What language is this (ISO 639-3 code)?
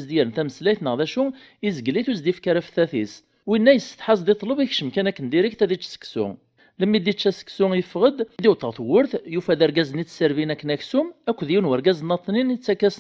kab